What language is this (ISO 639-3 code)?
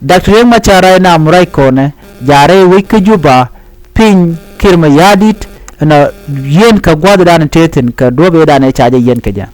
nus